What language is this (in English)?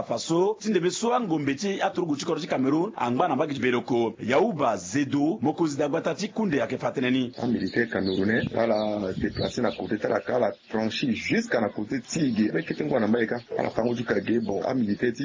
Sango